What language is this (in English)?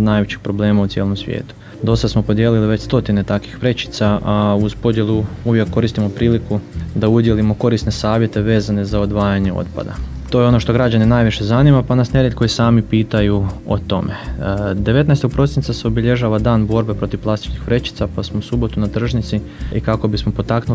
Croatian